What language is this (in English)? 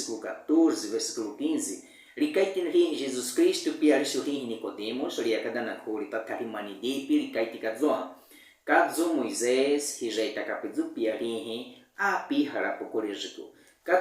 Baniwa